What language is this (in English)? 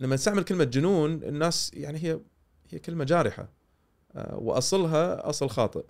Gulf Arabic